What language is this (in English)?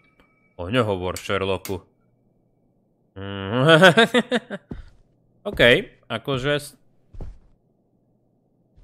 Slovak